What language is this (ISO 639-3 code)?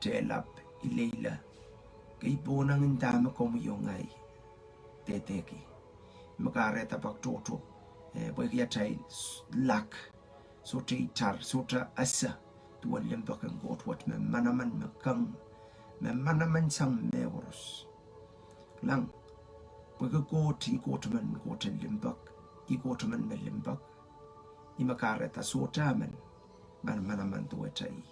pon